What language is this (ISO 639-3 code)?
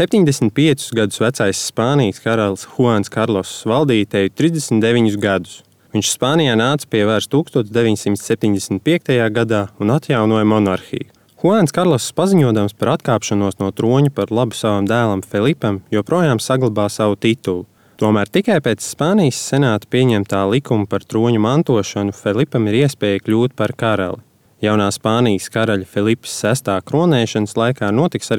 lav